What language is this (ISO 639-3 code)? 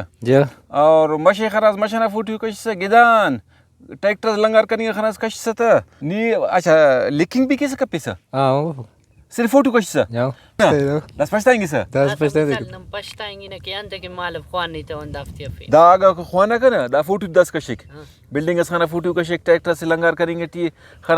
brh